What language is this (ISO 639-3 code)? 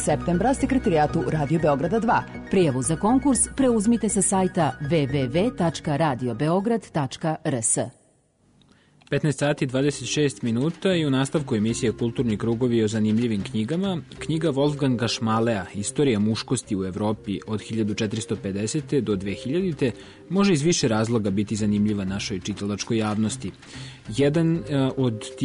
srp